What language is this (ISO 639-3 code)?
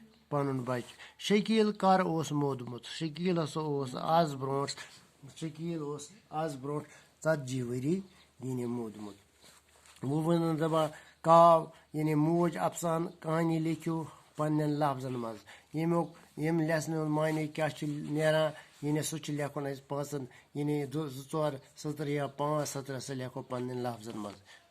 kas